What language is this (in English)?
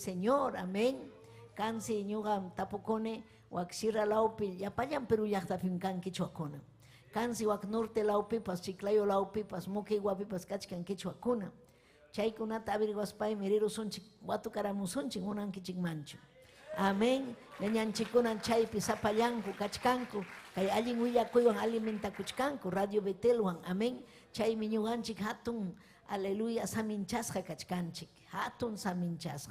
Ayacucho Quechua